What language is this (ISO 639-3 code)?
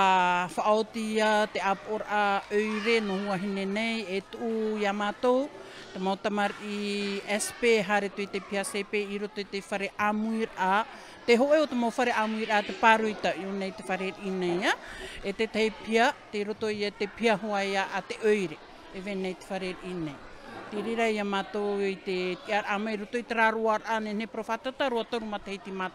tah